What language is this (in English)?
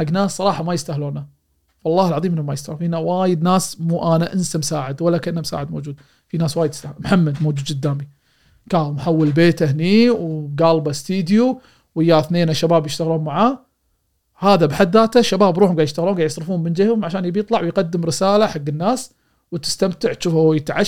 Gulf Arabic